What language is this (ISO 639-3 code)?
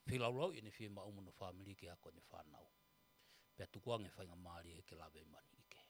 ton